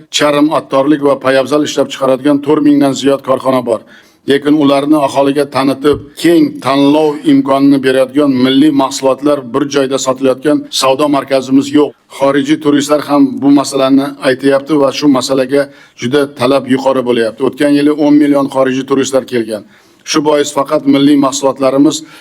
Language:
Uzbek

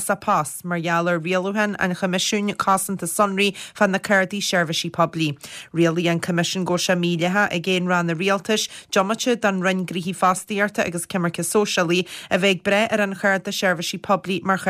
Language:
Irish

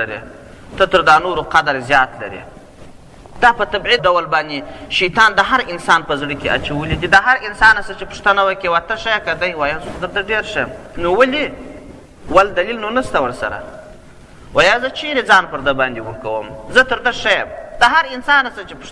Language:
Pashto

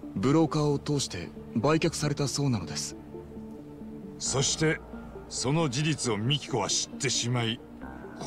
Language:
Japanese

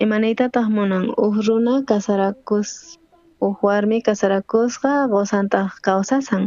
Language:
South Bolivian Quechua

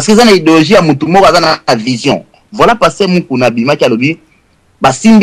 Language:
Lingala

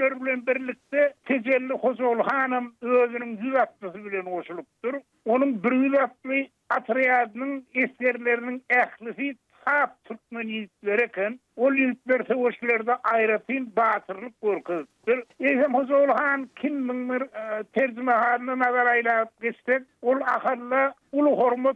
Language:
Turkmen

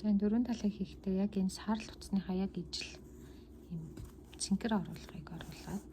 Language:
Mongolian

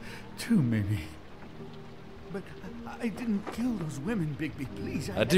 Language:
English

